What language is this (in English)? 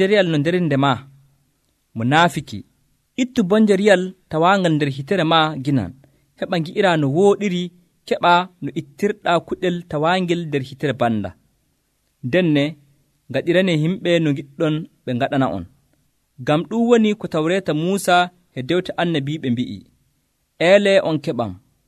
Nigerian Fulfulde